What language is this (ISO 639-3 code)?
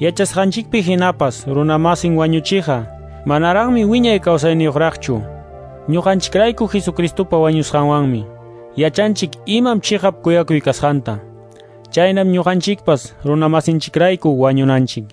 que